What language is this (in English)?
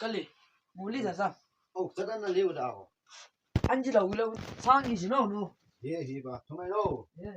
Chang Naga